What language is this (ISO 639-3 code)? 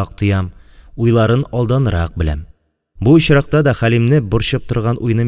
tat